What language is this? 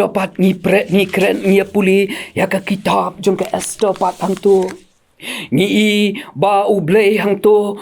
Khasi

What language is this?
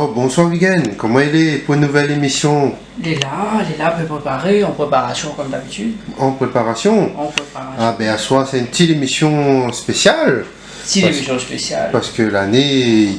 Réunion Creole French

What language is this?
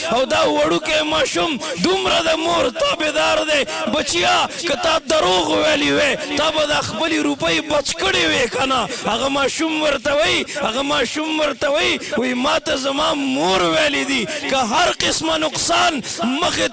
Pashto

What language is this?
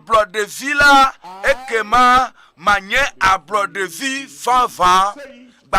Ewe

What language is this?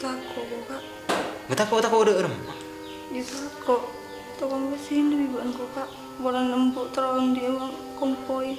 Madurese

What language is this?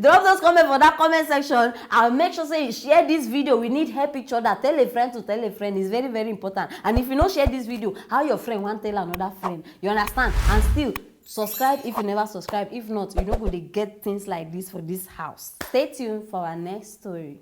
Nigerian Pidgin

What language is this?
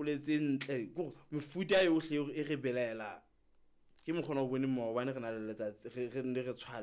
Southern Sotho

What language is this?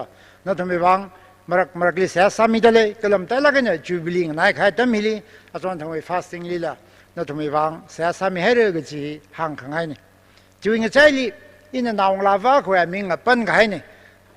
Tangkhul Naga (India)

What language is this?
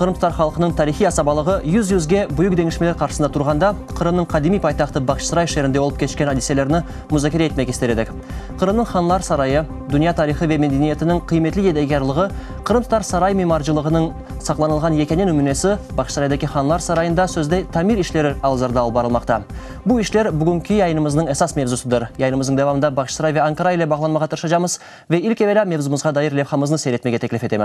Crimean Tatar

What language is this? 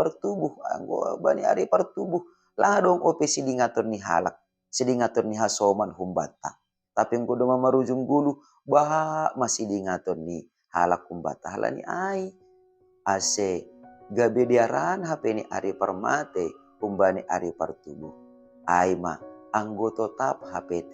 Batak Simalungun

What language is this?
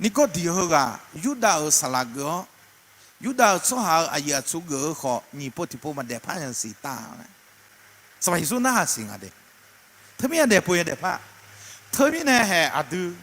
Akha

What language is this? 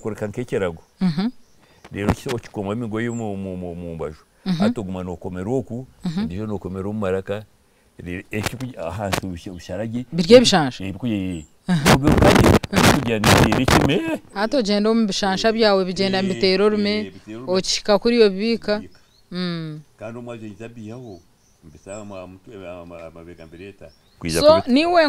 Nyankole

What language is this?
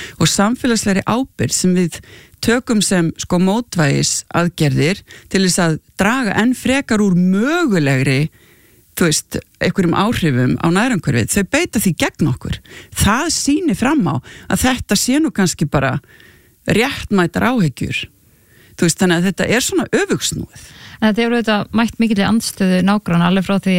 Icelandic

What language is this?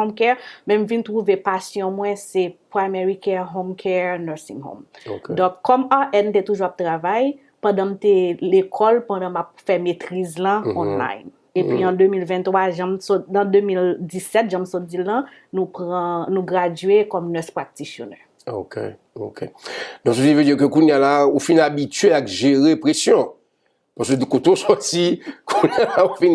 Haitian Creole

